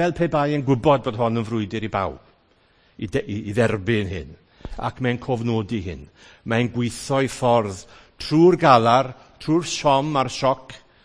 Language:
Welsh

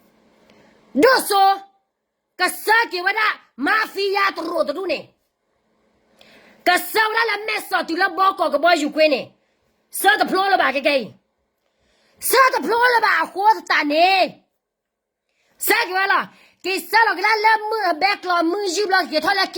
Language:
S'gaw Karen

